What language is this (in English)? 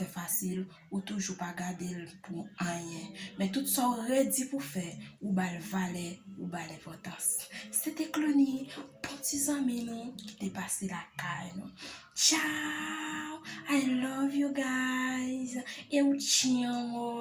Haitian Creole